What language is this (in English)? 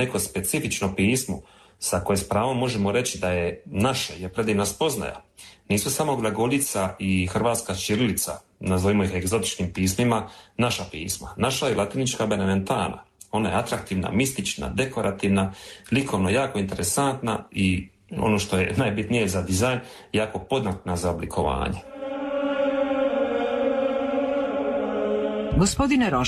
Croatian